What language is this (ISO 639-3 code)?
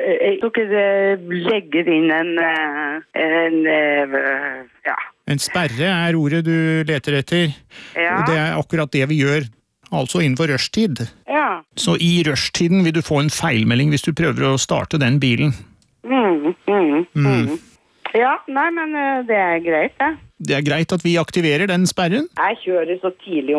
nor